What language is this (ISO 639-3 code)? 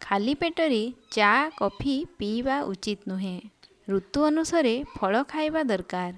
ori